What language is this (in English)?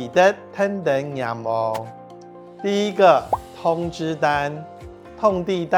Hakka Chinese